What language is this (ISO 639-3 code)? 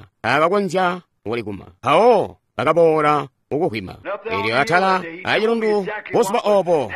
toi